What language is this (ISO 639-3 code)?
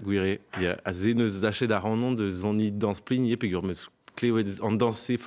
bre